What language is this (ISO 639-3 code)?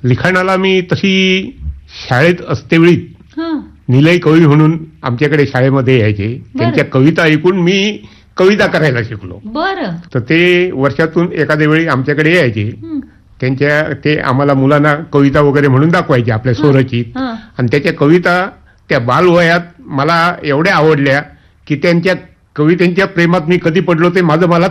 mar